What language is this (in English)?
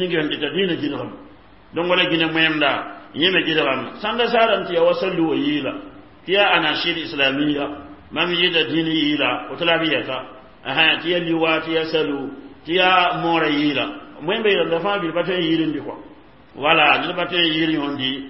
Mossi